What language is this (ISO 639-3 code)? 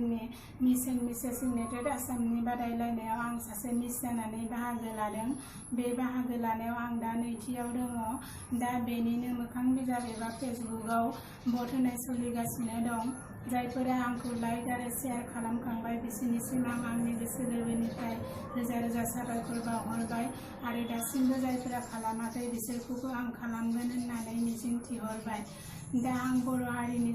brx